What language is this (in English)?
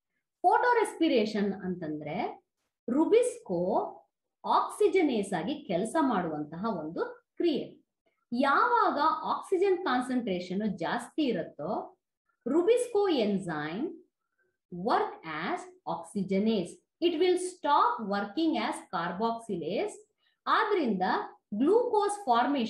Kannada